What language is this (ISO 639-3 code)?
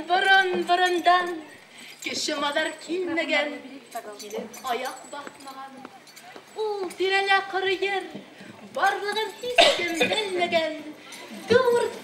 bak